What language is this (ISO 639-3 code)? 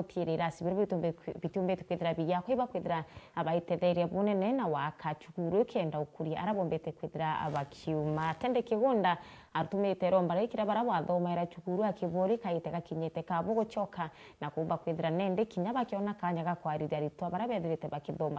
mer